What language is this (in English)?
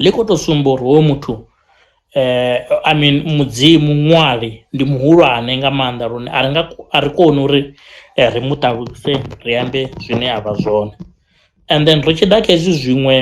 Venda